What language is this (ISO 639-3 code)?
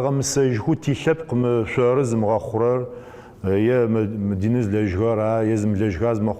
ady